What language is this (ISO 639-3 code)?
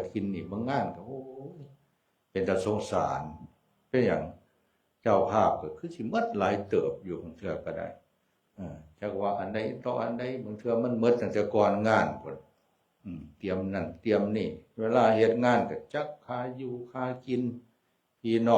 tts